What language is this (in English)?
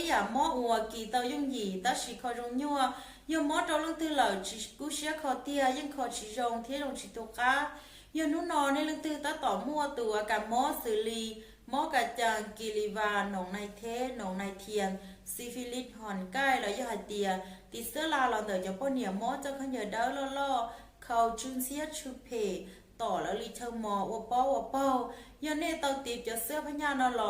Hmong